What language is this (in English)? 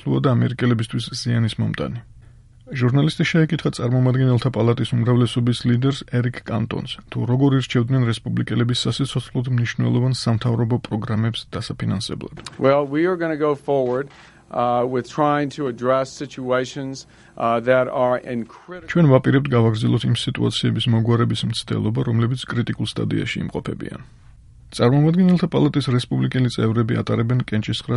Georgian